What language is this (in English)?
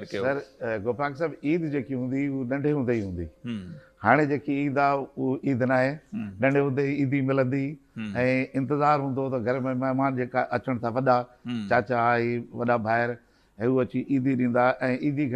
Sindhi